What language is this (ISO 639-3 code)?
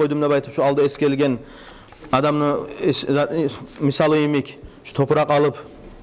kum